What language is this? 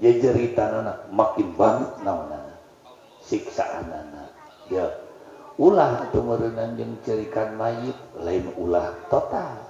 Sundanese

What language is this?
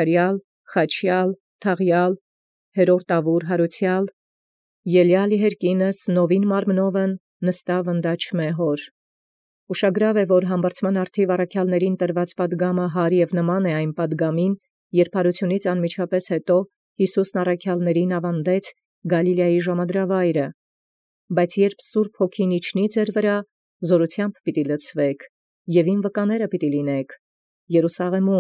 Armenian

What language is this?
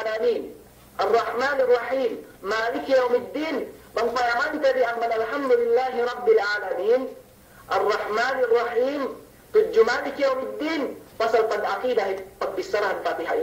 Yakan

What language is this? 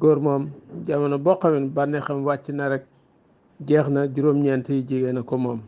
Wolof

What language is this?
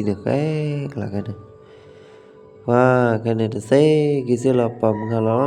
S'gaw Karen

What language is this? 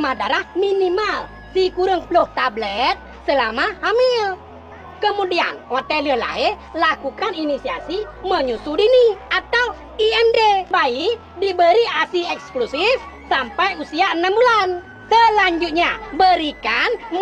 Achinese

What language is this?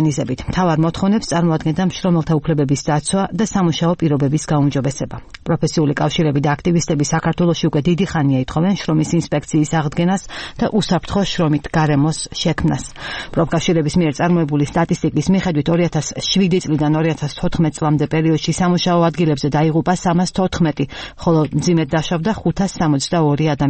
Georgian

